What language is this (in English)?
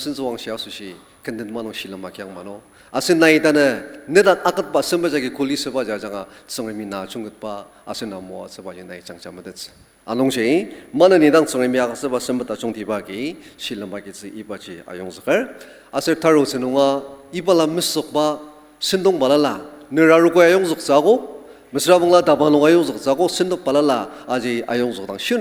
Ao Naga